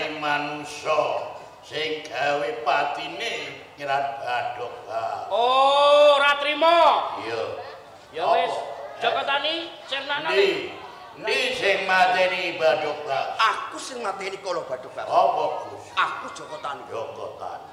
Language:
Javanese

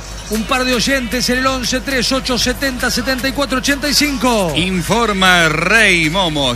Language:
Spanish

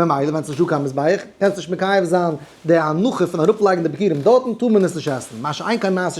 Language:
Yiddish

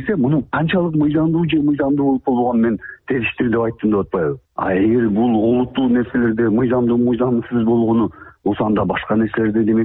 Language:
Kyrgyz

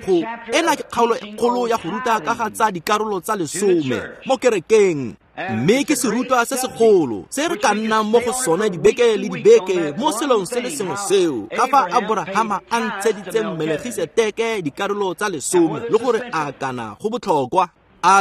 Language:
Tswana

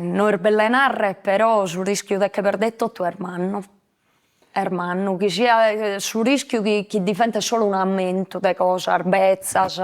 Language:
Sardinian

